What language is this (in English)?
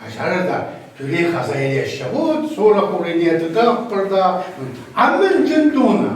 Chuvash